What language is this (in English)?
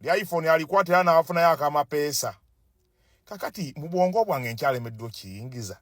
Ganda